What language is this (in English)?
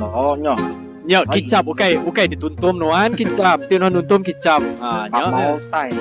Iban